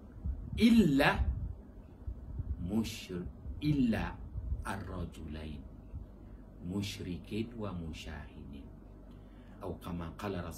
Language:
Malay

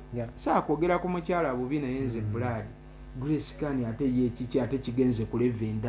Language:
Ganda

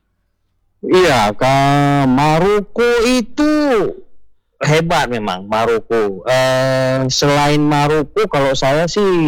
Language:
Indonesian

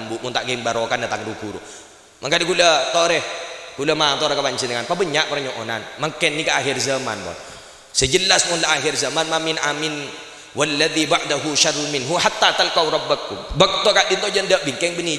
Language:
Madurese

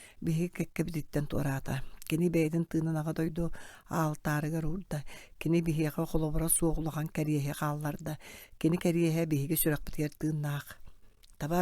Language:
Yakut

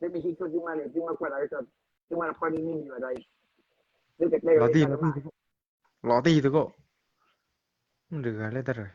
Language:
S'gaw Karen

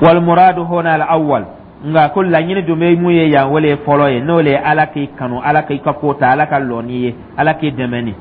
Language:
Dyula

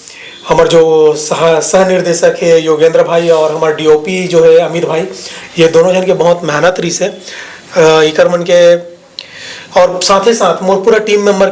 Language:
Chhattisgarhi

